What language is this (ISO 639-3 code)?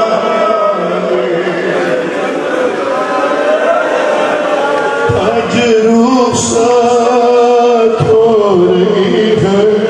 urd